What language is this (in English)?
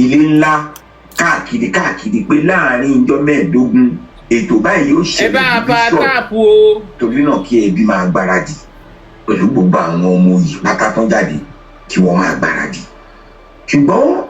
Yoruba